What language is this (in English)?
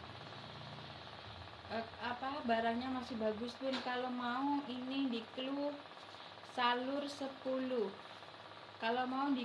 Indonesian